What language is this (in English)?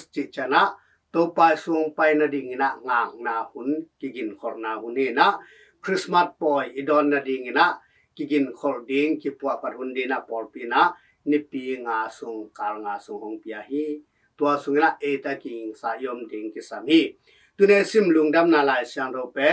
Tedim Chin